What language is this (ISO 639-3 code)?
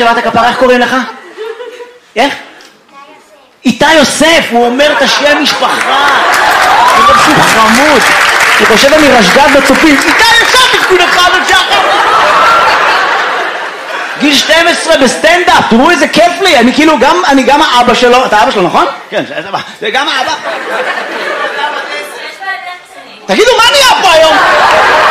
heb